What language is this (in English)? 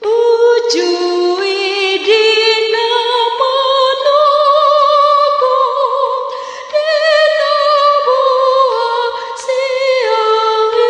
Batak Toba